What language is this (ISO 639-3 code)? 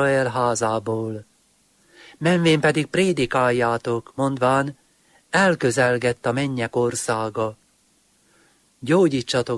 hun